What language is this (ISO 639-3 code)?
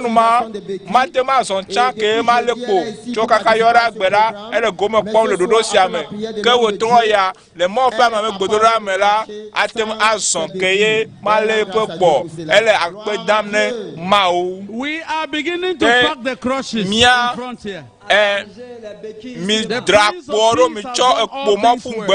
ewe